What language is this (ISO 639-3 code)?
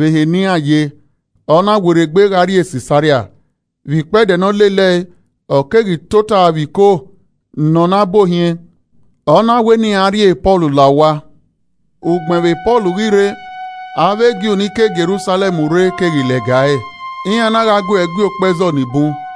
ish